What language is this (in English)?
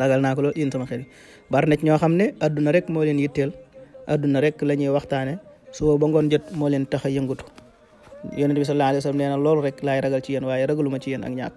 Wolof